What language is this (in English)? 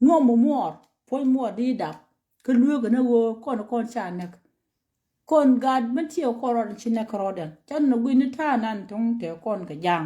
Nuer